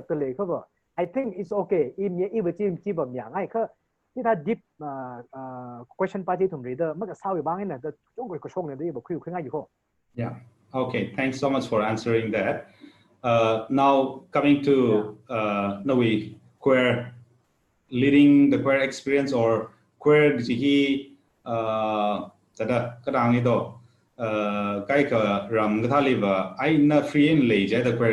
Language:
Tangkhul Naga (India)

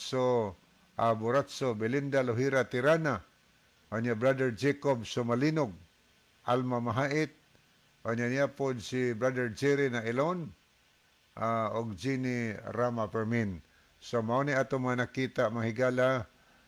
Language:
Cebuano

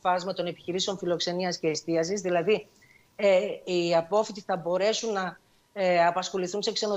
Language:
Greek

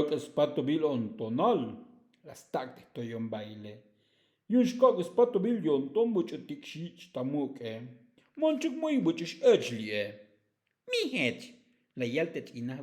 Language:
Tzotzil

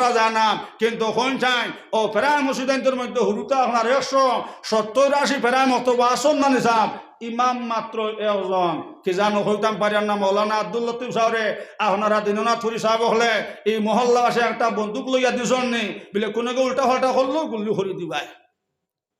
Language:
Sylheti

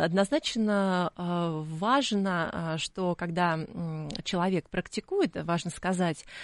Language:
Russian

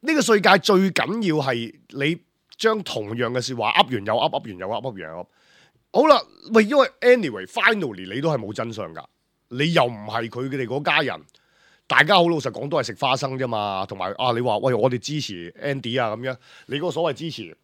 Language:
Cantonese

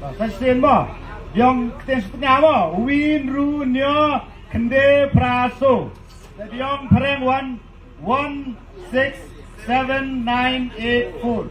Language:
Khasi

